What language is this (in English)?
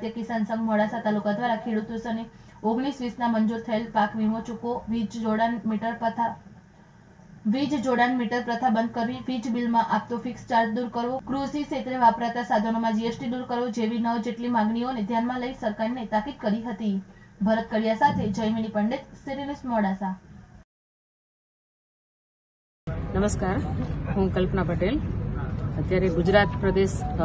Gujarati